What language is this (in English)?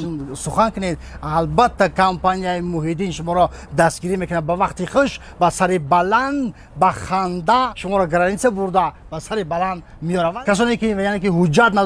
Tajik